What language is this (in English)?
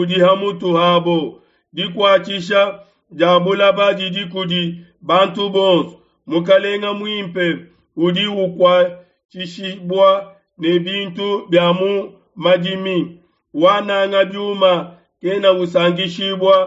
Luba-Lulua